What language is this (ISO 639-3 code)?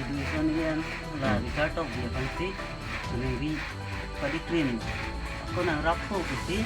mjw